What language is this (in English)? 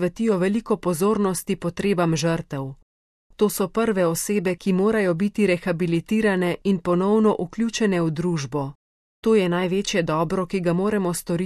Slovenian